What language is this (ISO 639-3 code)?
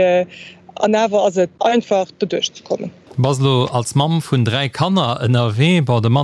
ltz